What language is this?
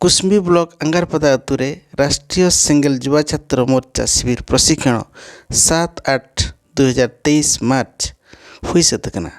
Santali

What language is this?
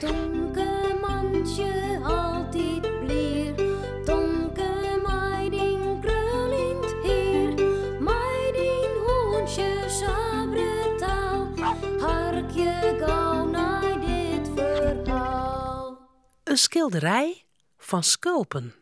Western Frisian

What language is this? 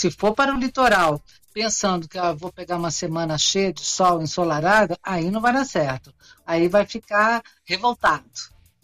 Portuguese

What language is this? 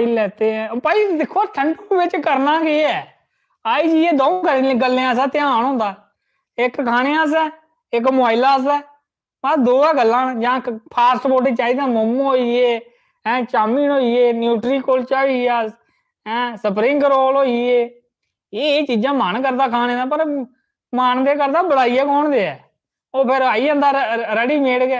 Dogri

